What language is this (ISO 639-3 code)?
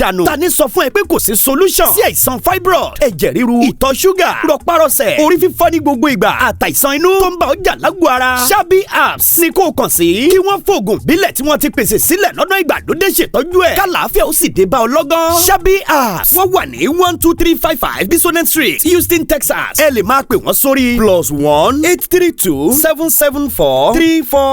yor